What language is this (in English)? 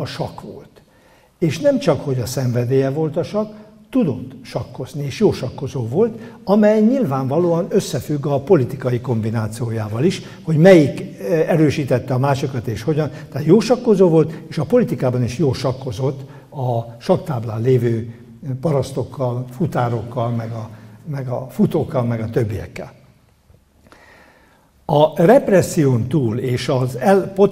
Hungarian